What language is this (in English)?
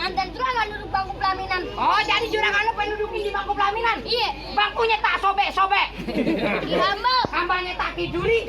Betawi